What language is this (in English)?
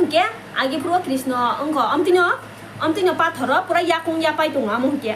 Kok Borok